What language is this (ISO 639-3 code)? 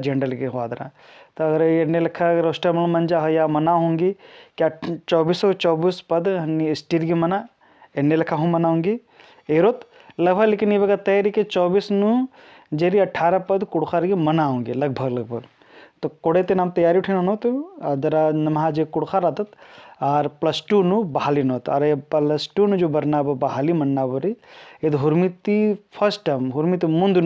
kru